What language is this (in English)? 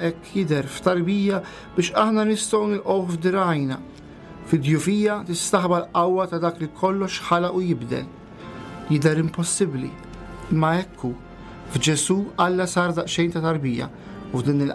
Maltese